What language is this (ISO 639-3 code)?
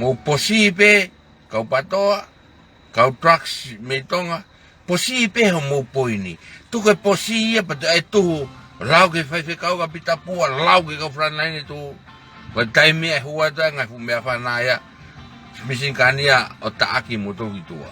ton